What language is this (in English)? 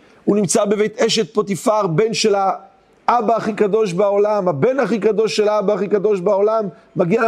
Hebrew